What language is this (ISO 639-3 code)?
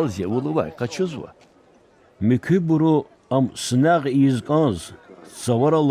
lez